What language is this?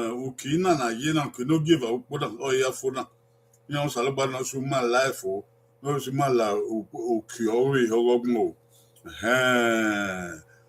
Bini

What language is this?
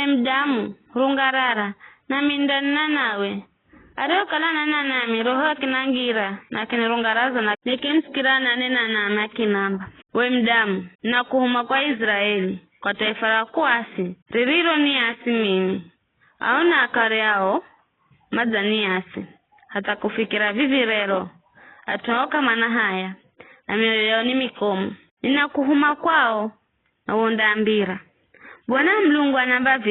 Giryama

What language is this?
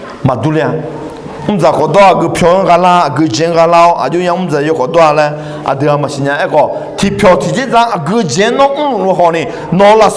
Akha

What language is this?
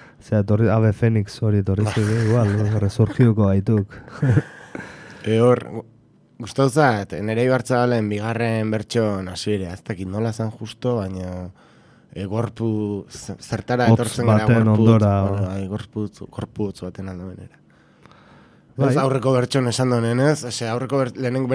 Basque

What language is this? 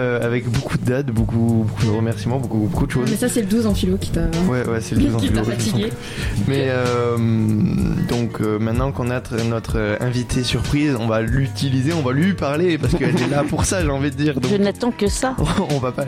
French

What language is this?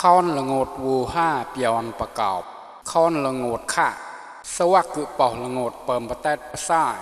Mon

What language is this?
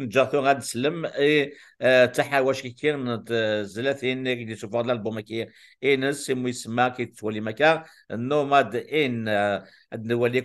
Kabyle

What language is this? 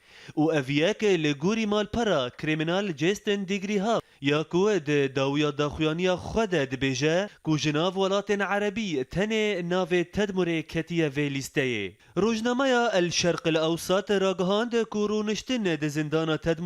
Kurdish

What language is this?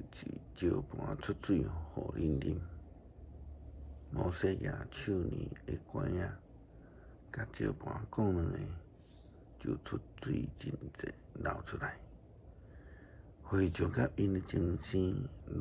Min Nan Chinese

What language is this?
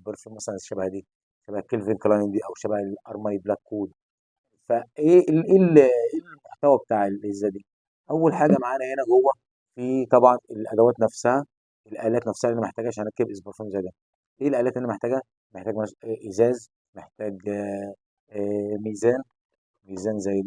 Egyptian Arabic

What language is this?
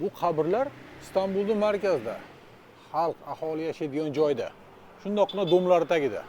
Uzbek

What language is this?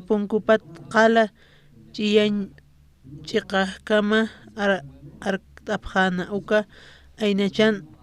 Aymara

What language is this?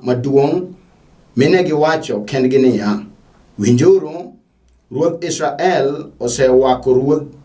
Luo (Kenya and Tanzania)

